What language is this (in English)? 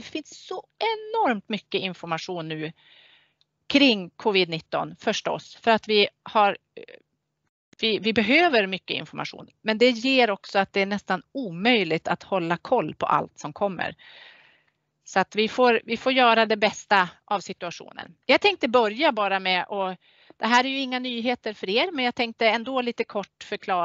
Swedish